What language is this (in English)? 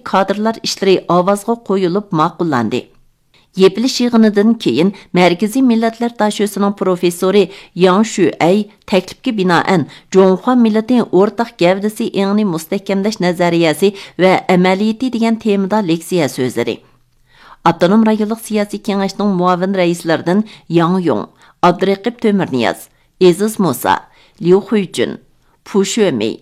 Uyghur